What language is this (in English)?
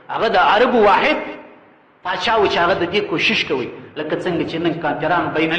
Pashto